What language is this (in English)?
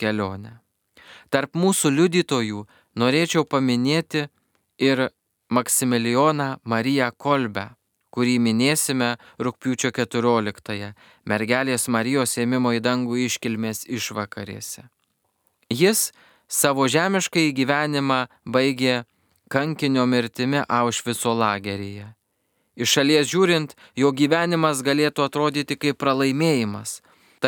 Lithuanian